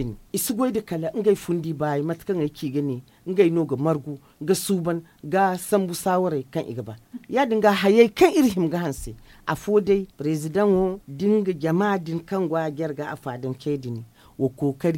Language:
Zarma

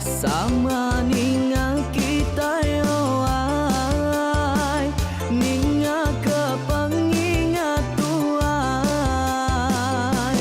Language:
Iban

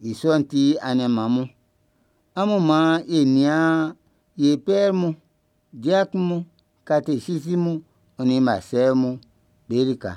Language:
Baoulé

